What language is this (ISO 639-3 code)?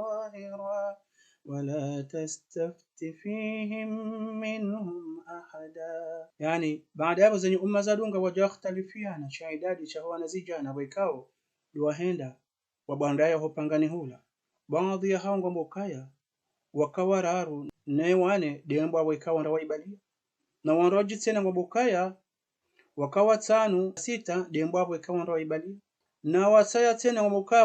zdj